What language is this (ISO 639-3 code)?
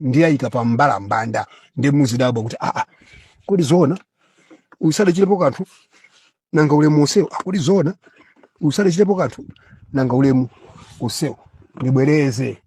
nya